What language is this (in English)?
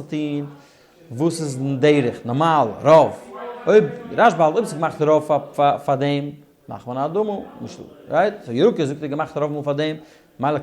Yiddish